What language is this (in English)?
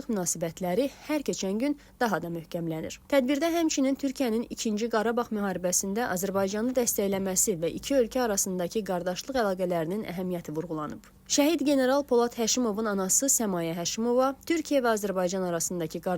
Azerbaijani